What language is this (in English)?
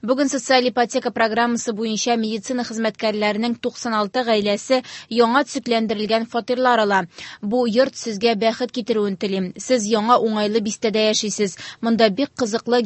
Tatar